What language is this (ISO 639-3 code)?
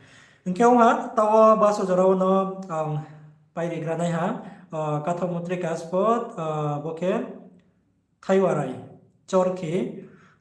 ria